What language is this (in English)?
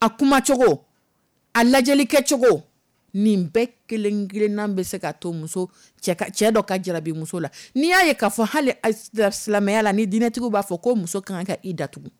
Dyula